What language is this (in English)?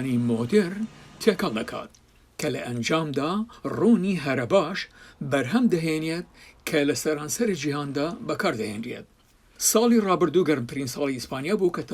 Central Kurdish